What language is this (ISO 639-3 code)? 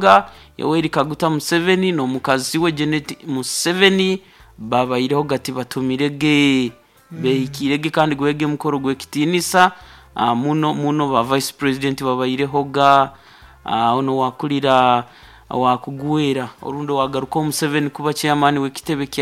nyo